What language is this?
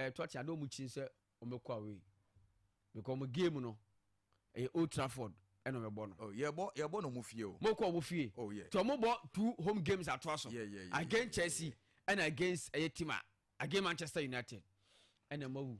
Akan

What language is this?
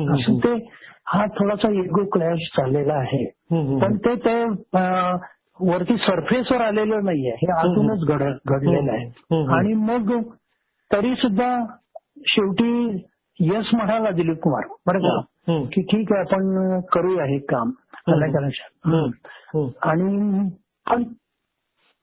Marathi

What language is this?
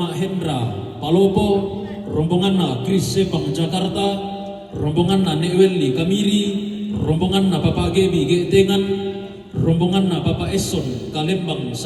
Toraja-Sa'dan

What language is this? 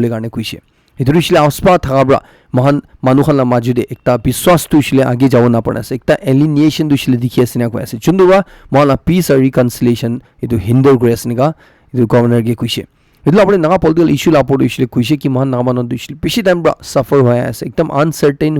Naga Pidgin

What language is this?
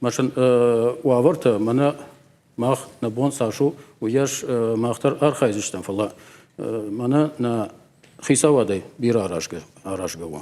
Ossetic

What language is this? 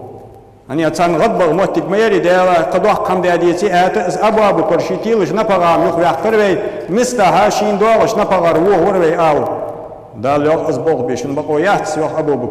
Ingush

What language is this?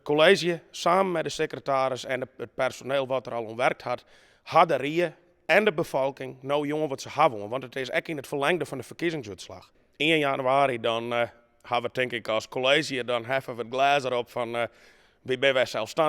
Western Frisian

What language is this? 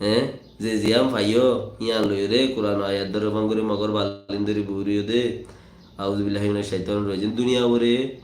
Rohingya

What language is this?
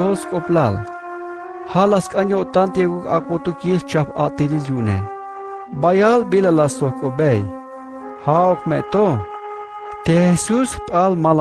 Tzeltal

